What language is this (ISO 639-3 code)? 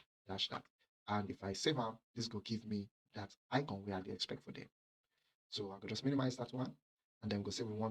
pcm